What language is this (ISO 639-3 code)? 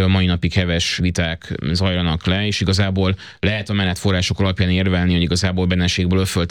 hun